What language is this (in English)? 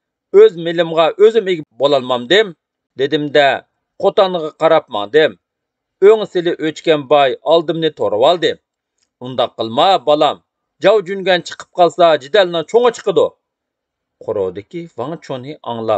Uyghur